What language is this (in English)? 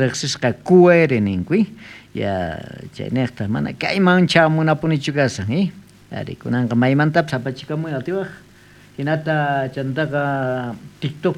South Bolivian Quechua